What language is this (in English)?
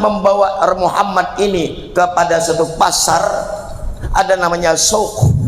Banjar